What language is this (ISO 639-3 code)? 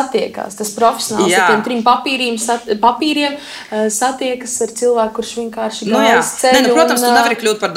lav